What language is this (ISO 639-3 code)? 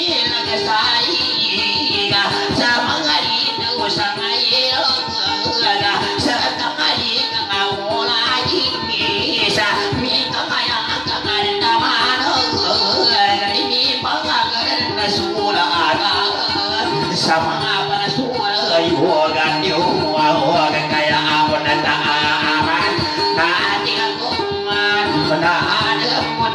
ind